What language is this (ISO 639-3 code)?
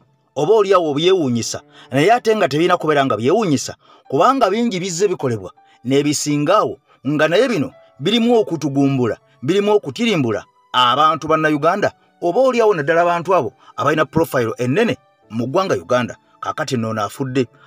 lug